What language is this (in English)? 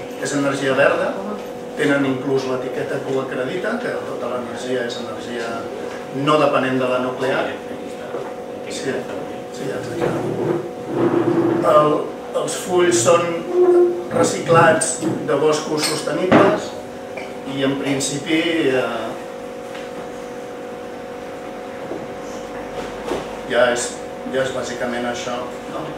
Catalan